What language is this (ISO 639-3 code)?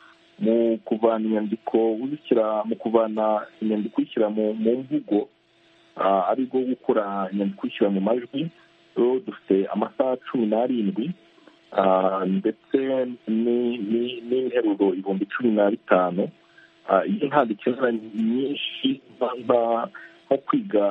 kin